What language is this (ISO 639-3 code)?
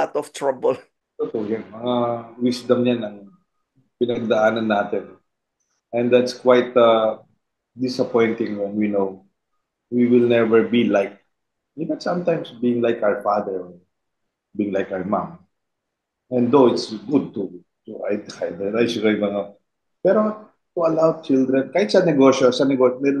fil